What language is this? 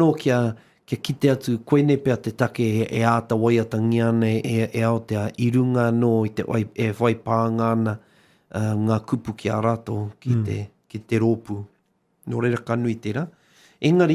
Māori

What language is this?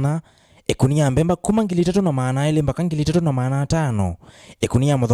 Kamba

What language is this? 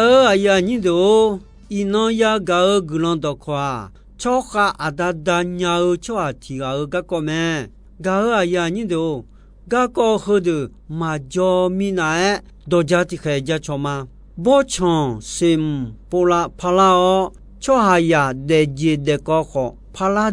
Akha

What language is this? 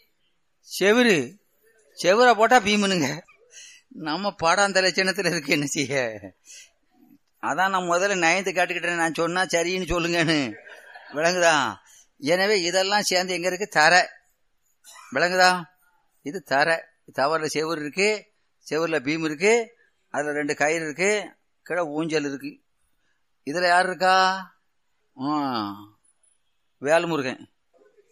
Tamil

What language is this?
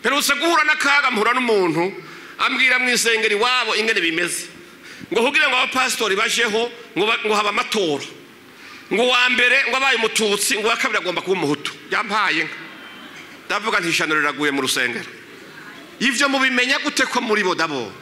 Rundi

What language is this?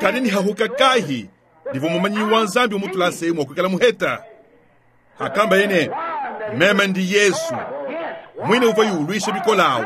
Luba-Lulua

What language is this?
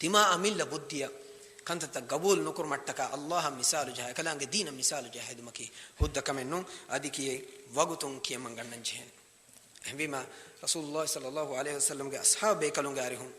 Divehi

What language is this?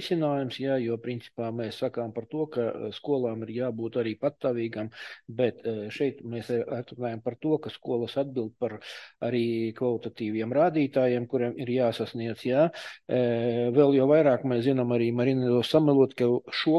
Latvian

